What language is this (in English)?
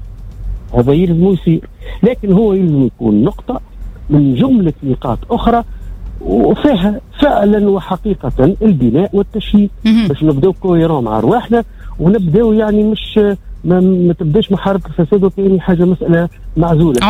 Tunisian Arabic